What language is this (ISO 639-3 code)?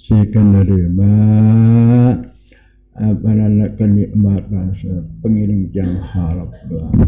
sas